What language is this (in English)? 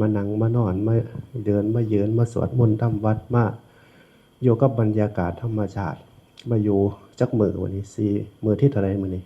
Northeastern Thai